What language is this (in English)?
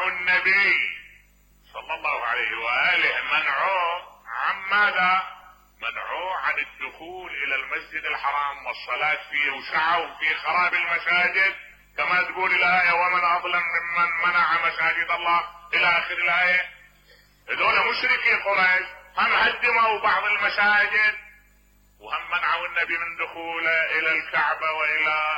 Mesopotamian Arabic